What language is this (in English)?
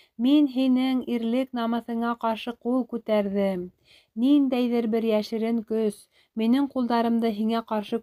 Bashkir